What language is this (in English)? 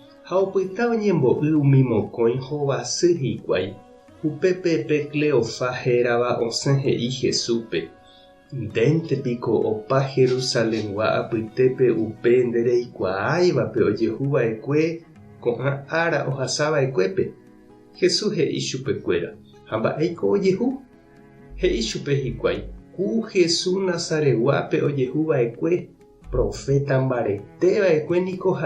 Guarani